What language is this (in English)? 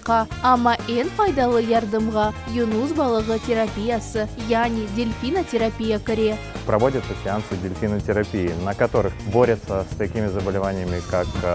Crimean Tatar